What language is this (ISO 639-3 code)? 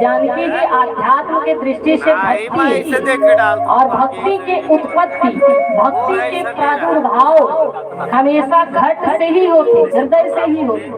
hne